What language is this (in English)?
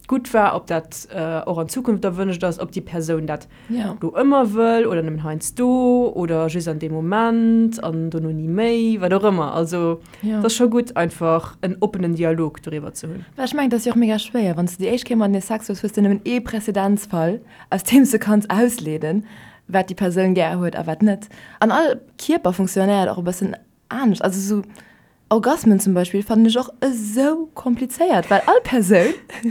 Luxembourgish